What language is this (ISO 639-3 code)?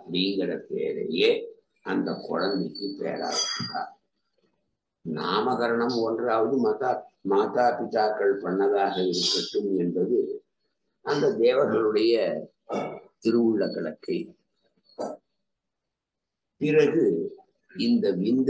tam